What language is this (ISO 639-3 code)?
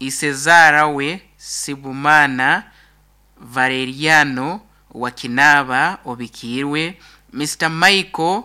nyn